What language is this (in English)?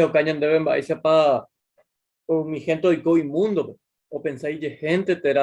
Guarani